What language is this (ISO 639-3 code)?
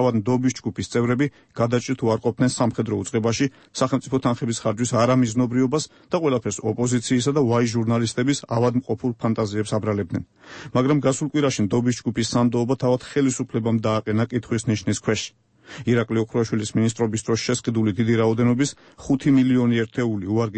kat